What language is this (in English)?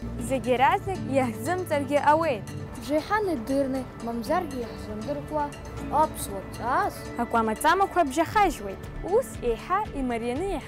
Abkhazian